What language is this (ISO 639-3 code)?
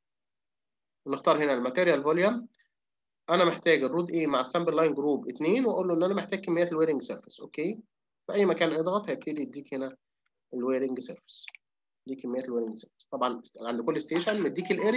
arz